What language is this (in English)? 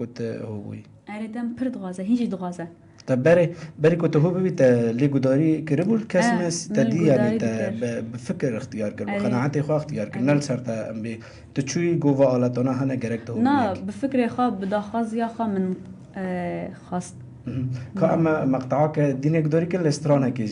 Kurdish